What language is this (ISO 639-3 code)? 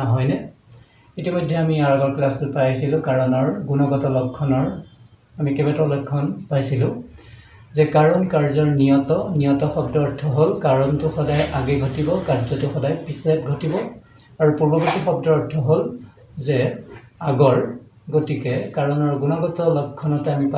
asm